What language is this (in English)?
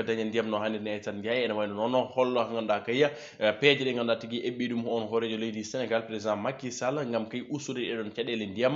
Fula